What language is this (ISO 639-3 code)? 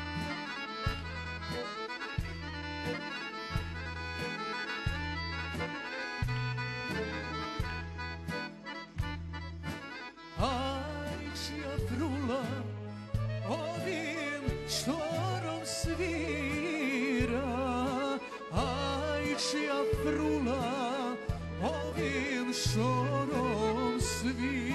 srp